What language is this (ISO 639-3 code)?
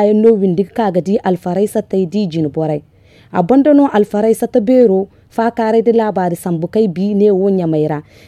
dje